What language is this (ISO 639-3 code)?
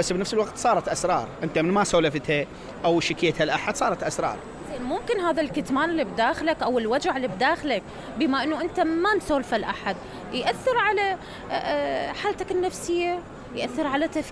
acm